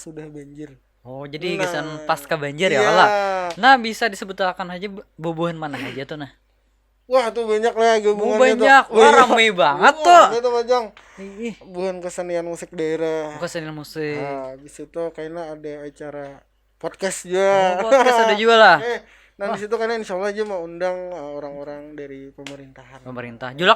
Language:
Banjar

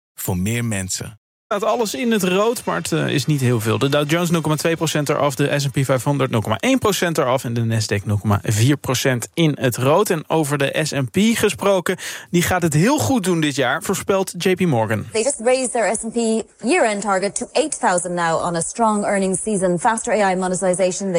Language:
Dutch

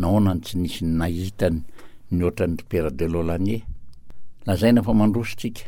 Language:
Malagasy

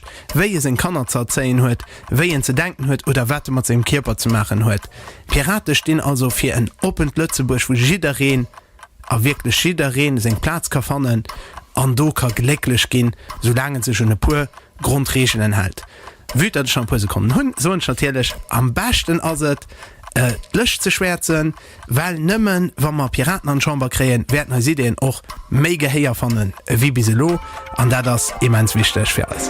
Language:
Luxembourgish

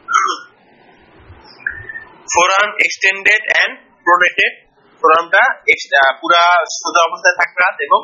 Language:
Bangla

